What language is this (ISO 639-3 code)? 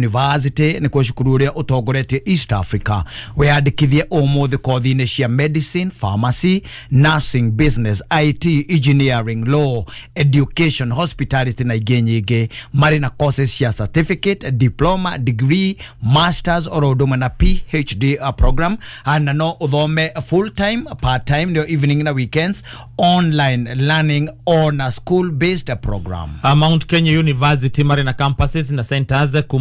kik